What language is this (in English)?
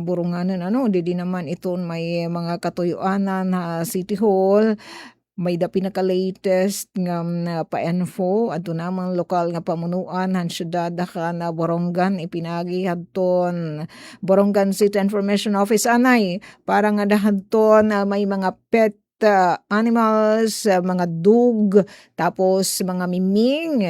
Waray